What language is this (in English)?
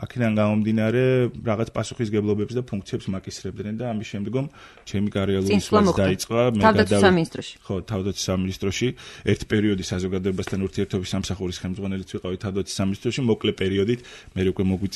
Georgian